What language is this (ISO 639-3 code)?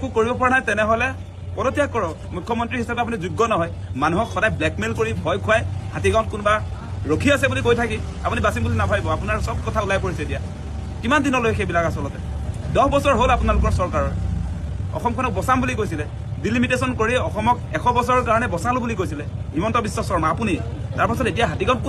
asm